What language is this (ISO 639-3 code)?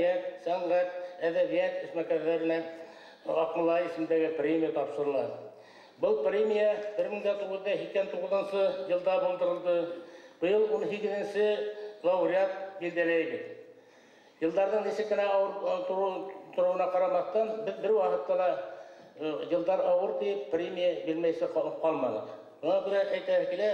bak